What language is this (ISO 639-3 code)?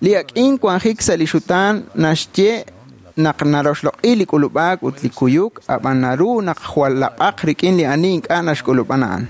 kek